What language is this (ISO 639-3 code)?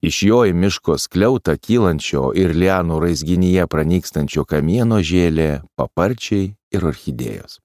lit